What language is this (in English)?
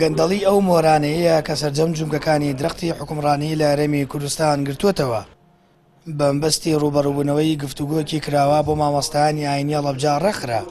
Central Kurdish